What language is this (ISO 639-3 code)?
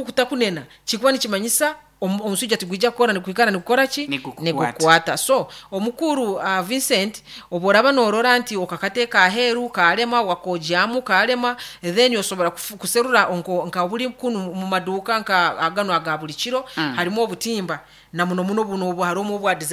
nyn